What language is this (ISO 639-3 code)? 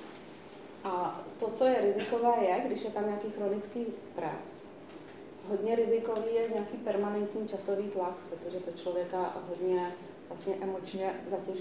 ces